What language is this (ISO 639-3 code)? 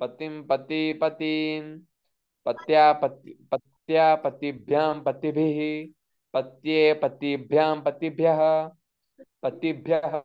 san